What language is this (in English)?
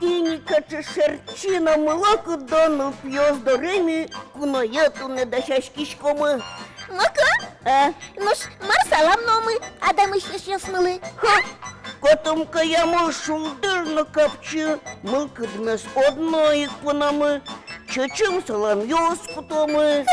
Udmurt